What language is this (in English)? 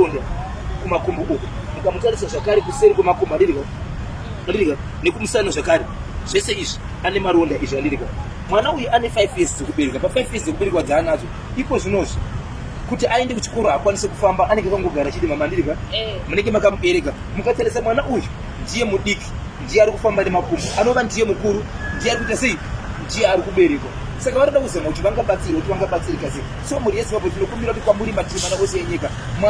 Shona